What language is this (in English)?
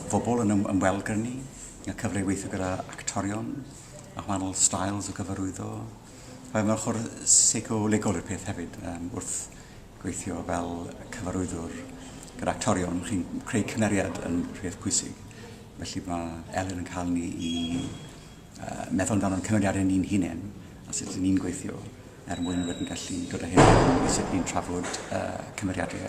Welsh